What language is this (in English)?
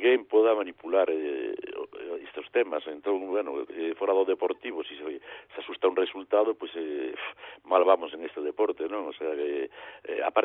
Galician